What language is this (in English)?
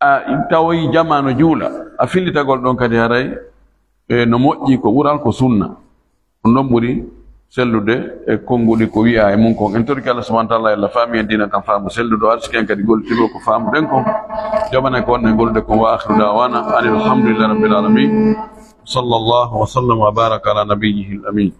Fula